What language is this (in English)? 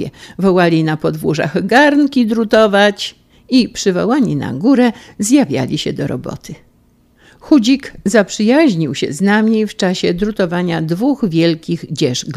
Polish